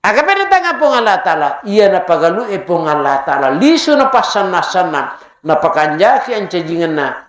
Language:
Buginese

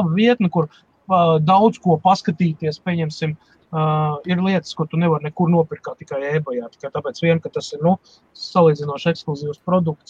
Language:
Latvian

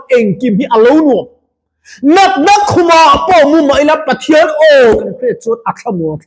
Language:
Mizo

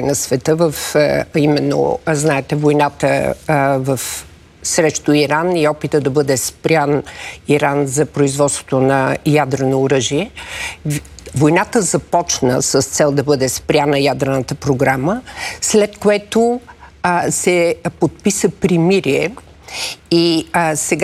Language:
Bulgarian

